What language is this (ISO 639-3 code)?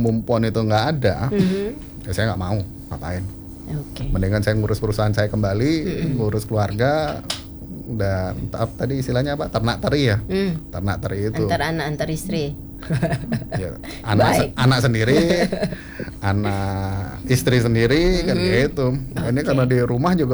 ind